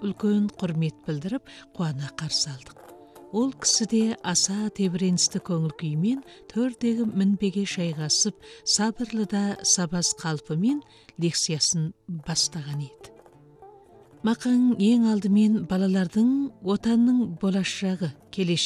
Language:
Kazakh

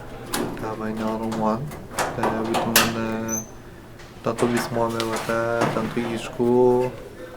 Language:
Atikamekw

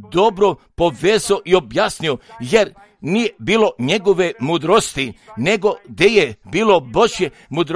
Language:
Croatian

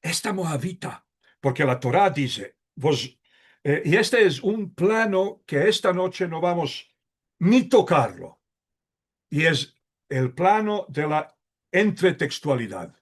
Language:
Ladino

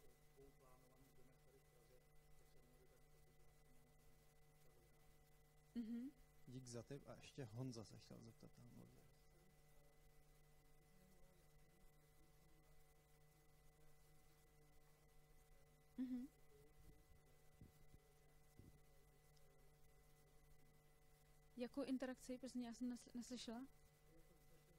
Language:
Czech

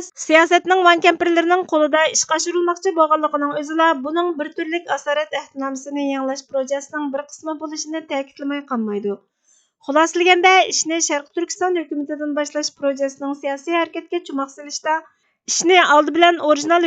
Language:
Uyghur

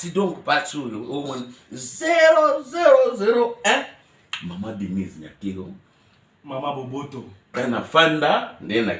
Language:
Lingala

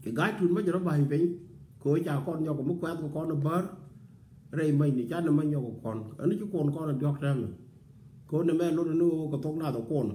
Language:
Nuer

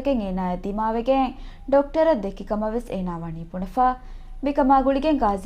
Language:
Divehi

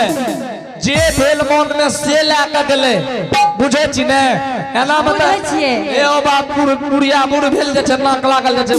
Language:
Angika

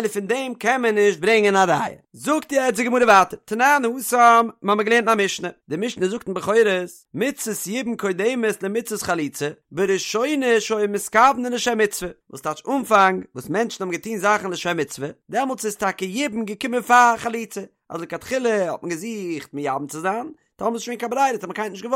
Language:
Yiddish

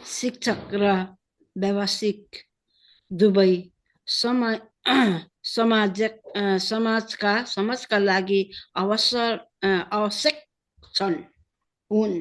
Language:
Nepali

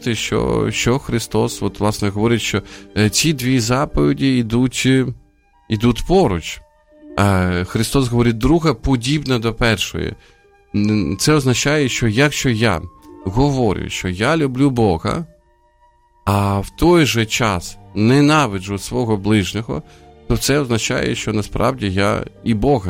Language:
Ukrainian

